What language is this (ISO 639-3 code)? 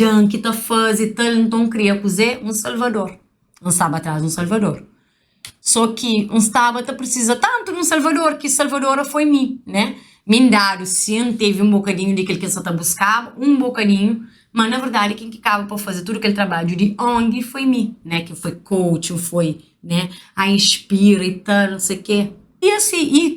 kea